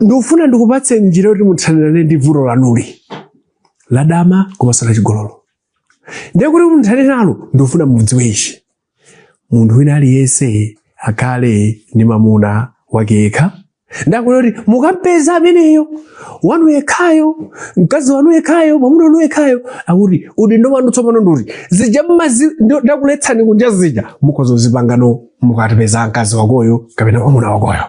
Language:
Nyanja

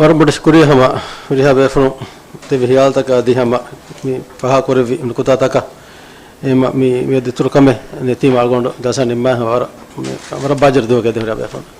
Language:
Divehi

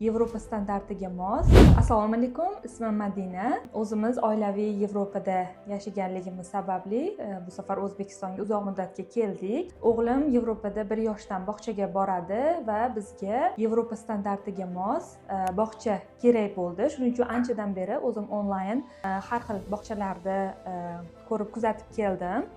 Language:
Uzbek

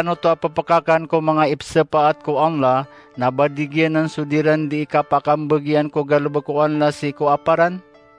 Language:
Maranao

